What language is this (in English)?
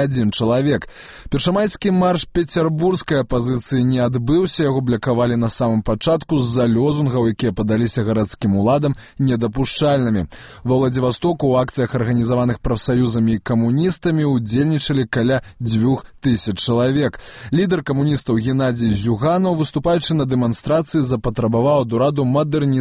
Belarusian